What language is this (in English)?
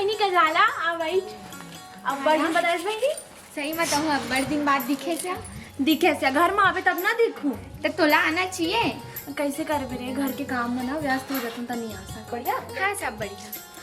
Chhattisgarhi